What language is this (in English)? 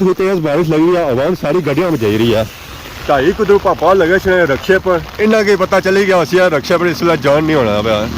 Pahari-Potwari